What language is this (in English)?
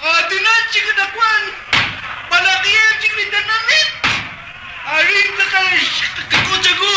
Kekchí